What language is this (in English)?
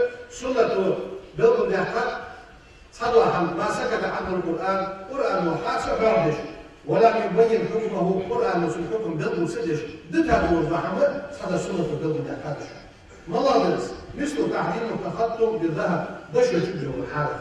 Ingush